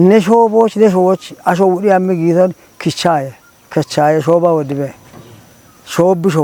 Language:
Kafa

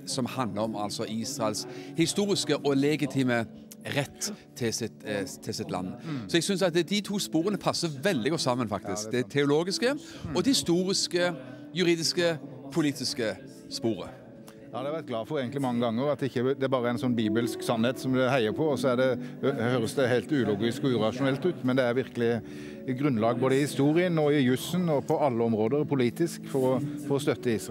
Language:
Norwegian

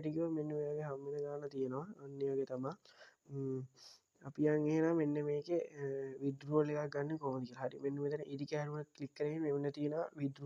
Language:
Sinhala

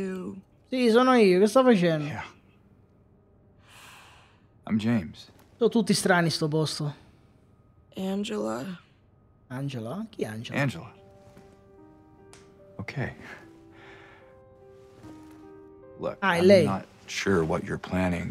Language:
Italian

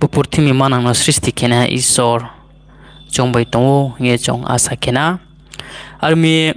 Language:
Riang (India)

